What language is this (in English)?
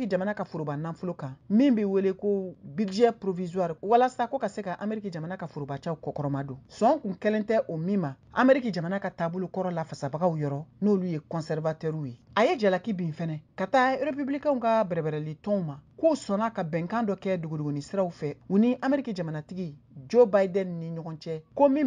Bambara